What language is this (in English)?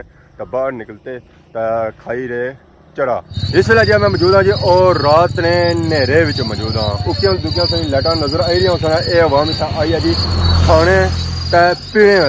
Pahari-Potwari